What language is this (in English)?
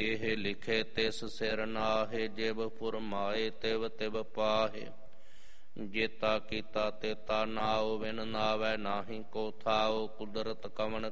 Punjabi